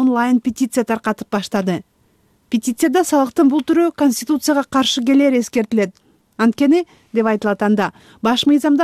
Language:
Kyrgyz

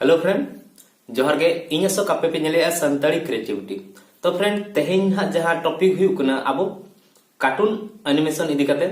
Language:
Santali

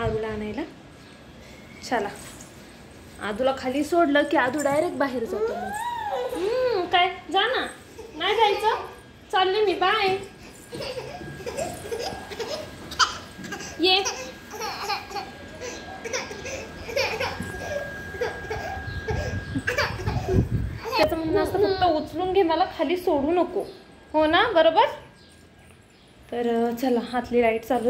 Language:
Marathi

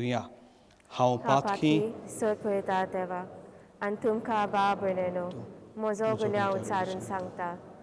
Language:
Konkani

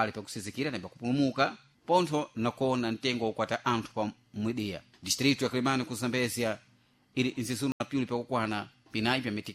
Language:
Sena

